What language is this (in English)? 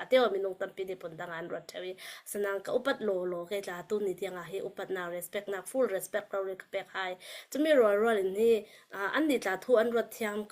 Falam Chin